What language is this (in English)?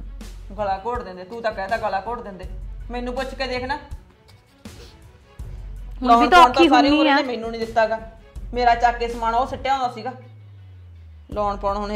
Punjabi